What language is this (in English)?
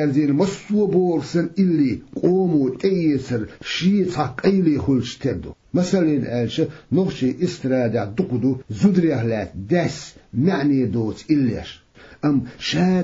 Chechen